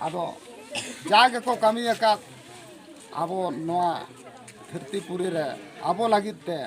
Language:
Santali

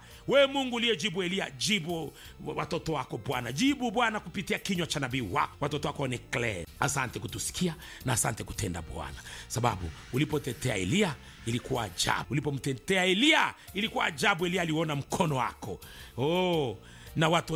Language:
Swahili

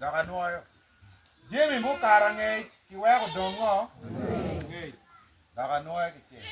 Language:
Acoli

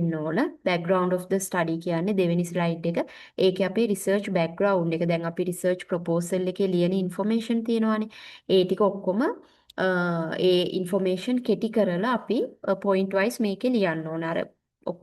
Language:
Sinhala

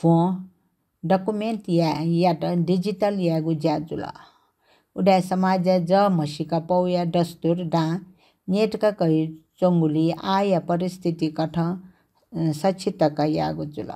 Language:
Newari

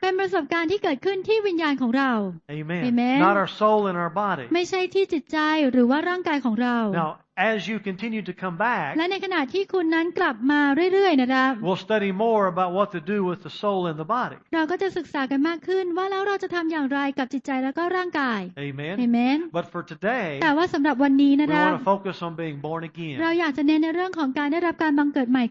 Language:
Thai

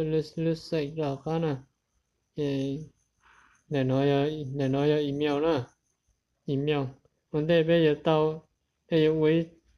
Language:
Hmong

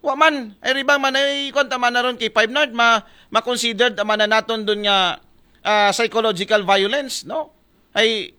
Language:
Aklanon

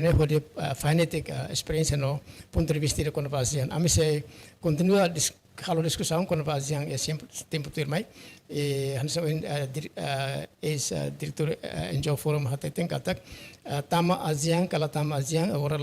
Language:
Tetum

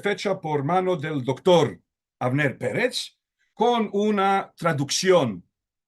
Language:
Ladino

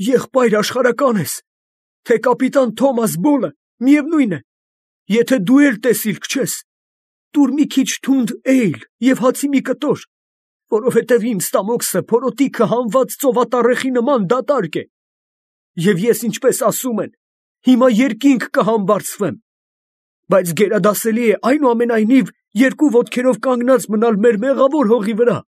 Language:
Armenian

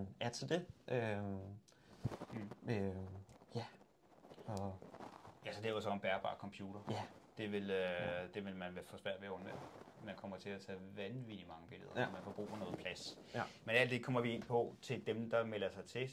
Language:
Danish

